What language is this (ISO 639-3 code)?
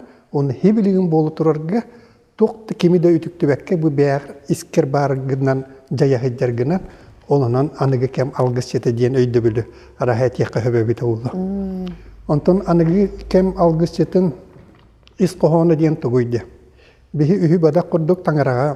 sah